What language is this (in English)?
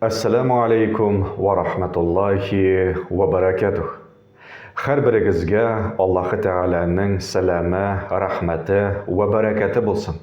Tatar